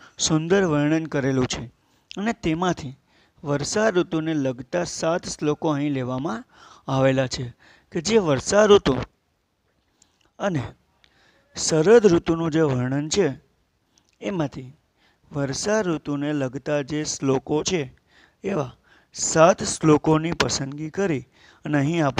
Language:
Gujarati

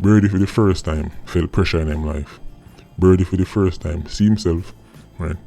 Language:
Jamaican Creole English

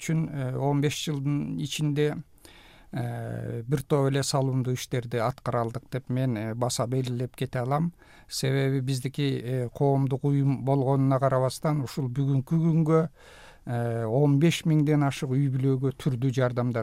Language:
Kyrgyz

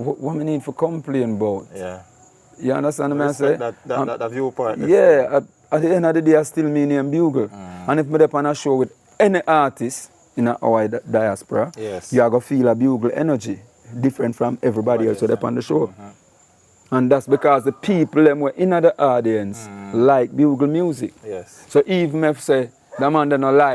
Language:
Jamaican Creole English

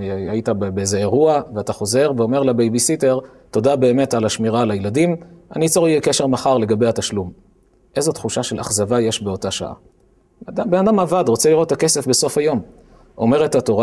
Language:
Hebrew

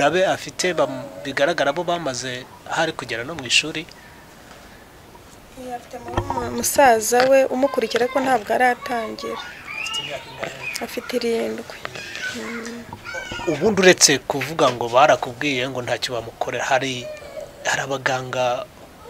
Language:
Kinyarwanda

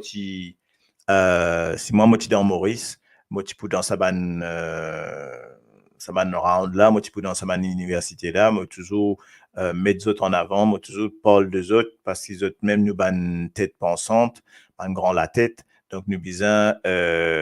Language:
Morisyen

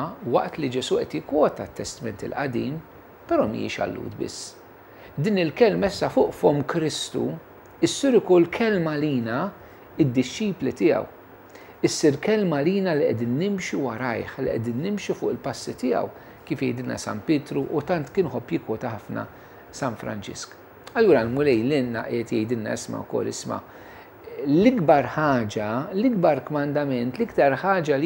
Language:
Maltese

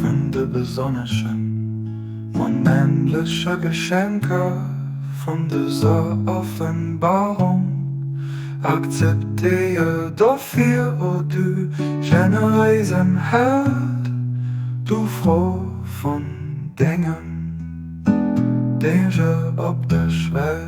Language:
Luxembourgish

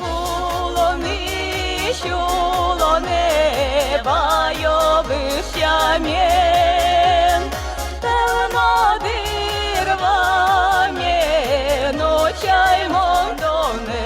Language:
Udmurt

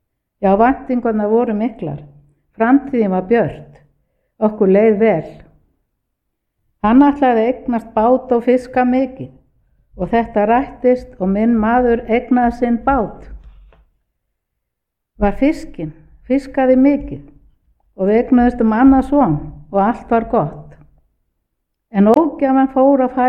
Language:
Icelandic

